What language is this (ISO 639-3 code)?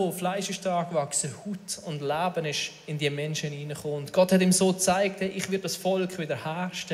gsw